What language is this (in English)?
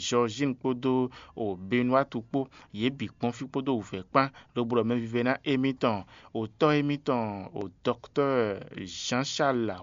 Fon